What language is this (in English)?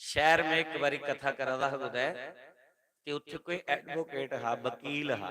Dogri